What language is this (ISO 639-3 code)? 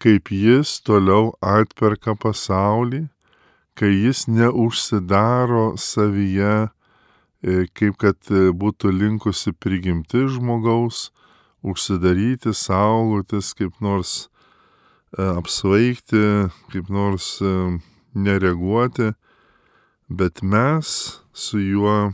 lit